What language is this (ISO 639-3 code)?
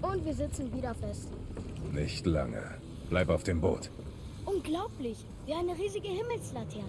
bar